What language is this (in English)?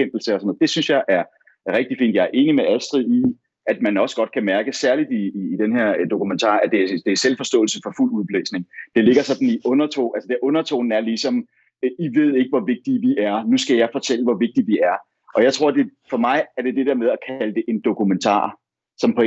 Danish